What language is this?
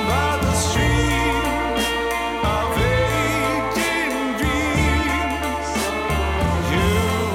Hebrew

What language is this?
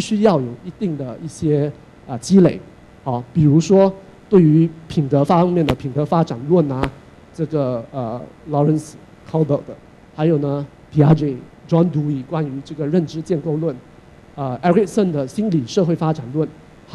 Chinese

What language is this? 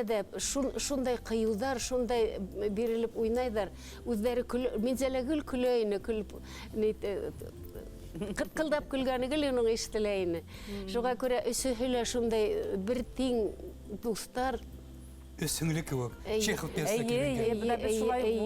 Bashkir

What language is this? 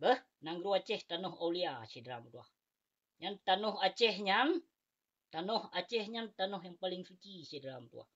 Achinese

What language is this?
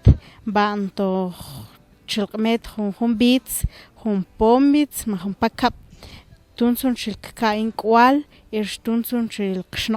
Mam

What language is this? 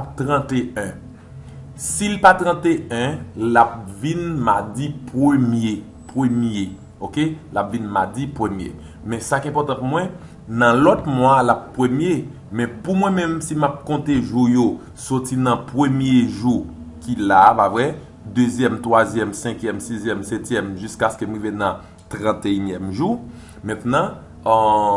Haitian Creole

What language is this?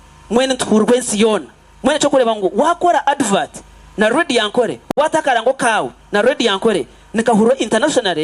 Nyankole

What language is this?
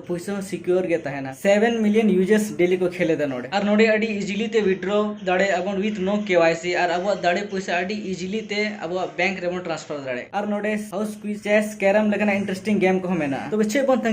Santali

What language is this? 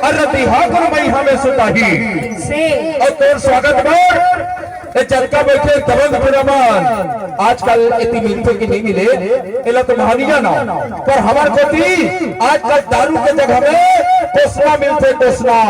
Chhattisgarhi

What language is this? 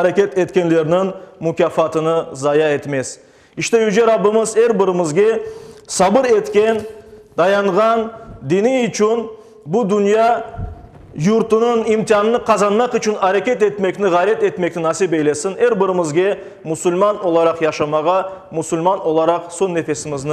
Crimean Tatar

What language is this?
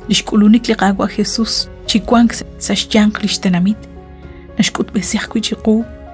Kekchí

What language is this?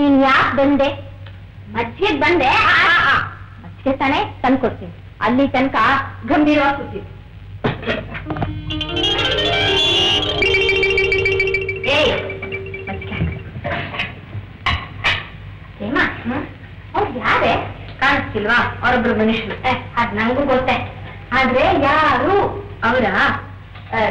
Kannada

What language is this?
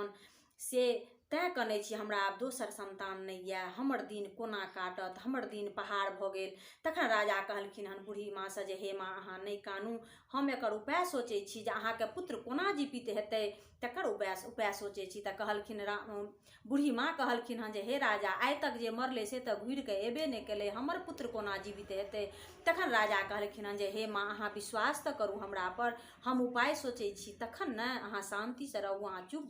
Maithili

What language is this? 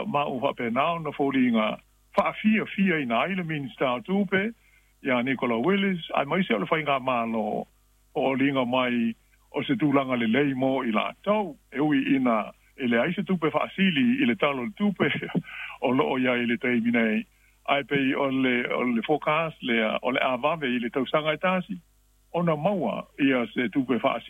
Samoan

